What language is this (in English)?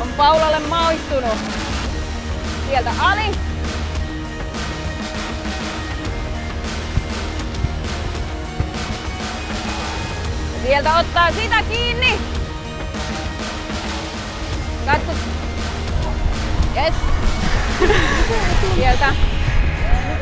Finnish